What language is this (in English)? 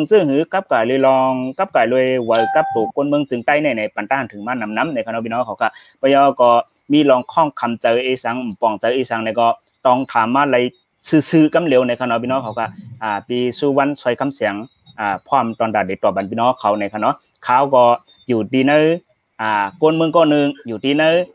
Shan